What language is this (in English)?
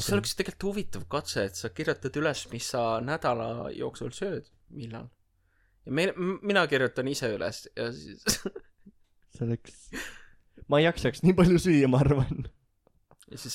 Estonian